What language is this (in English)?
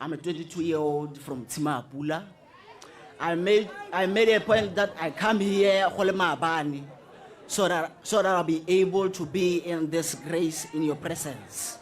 Tswana